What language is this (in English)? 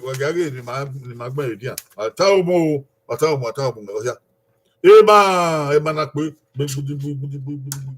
Bini